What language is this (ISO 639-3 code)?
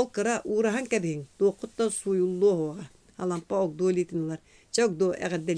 sah